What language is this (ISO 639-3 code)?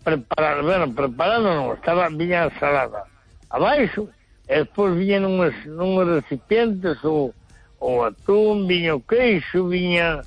glg